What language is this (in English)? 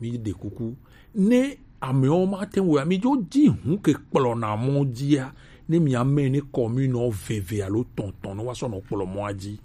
Gen